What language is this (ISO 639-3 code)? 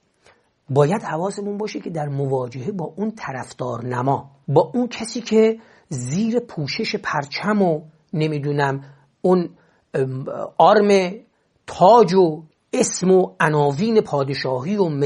fas